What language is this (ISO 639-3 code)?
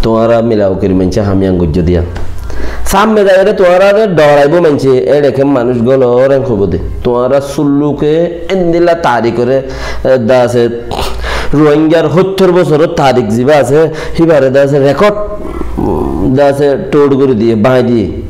rhg